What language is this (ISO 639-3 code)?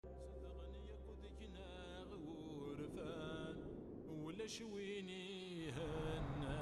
kab